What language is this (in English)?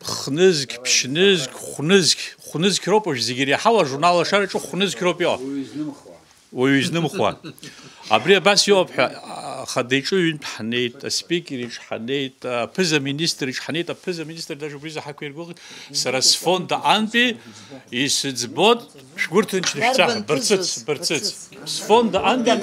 Abkhazian